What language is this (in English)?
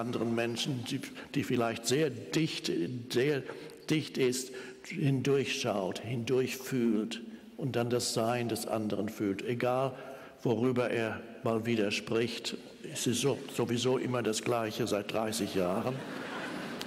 German